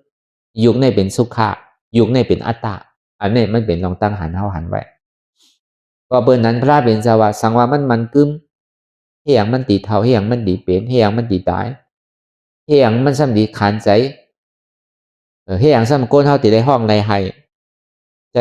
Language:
Shan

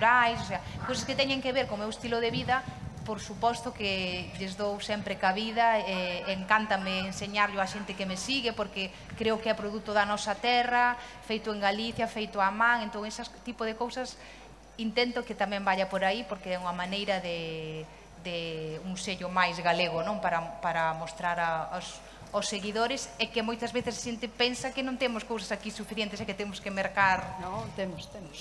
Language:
Galician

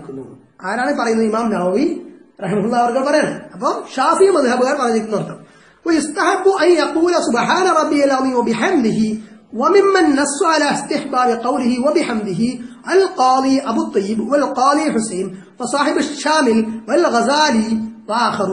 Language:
Malayalam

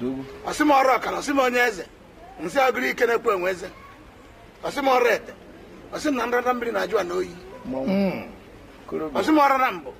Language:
Igbo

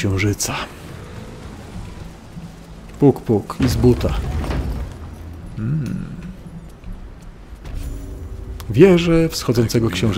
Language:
Polish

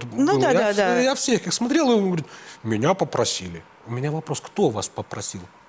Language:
Russian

